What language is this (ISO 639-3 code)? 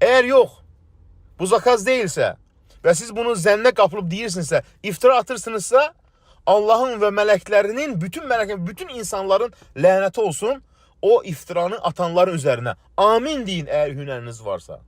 aze